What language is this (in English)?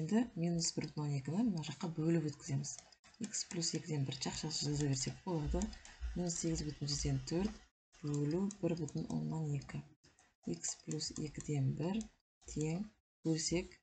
Kazakh